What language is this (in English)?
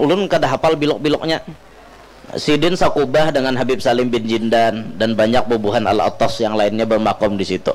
Banjar